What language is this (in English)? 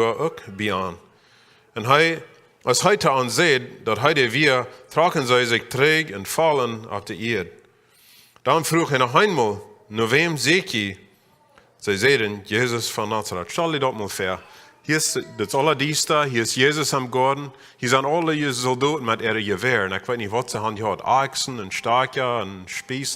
Plautdietsch